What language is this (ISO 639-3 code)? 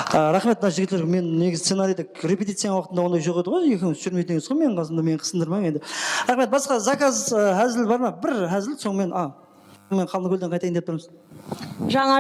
kaa